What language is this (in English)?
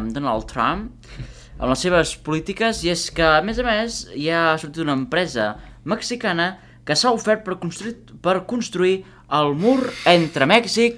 Catalan